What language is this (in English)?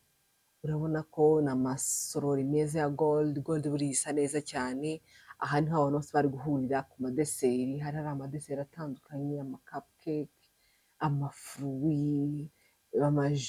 Kinyarwanda